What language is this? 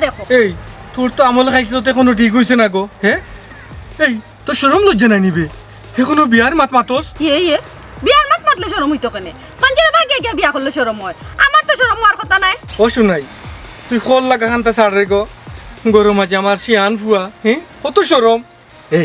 Sylheti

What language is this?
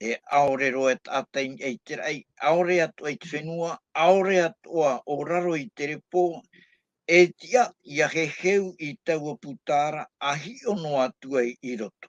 Tahitian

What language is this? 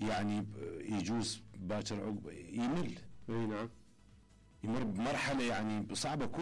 Mesopotamian Arabic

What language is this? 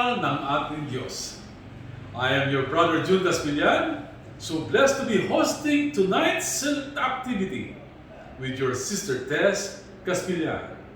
Pangasinan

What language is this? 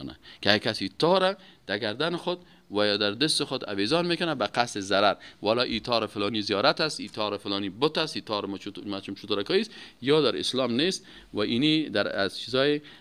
Persian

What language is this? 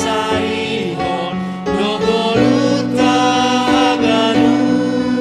Batak Simalungun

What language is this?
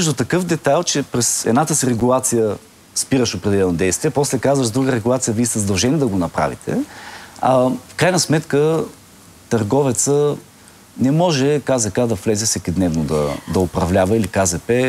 Bulgarian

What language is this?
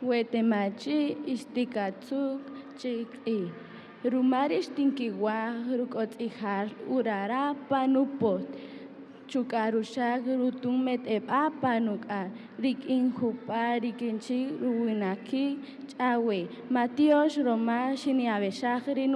Kaqchikel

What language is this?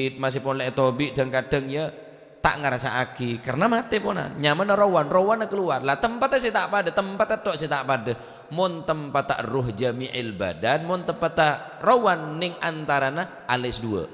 Madurese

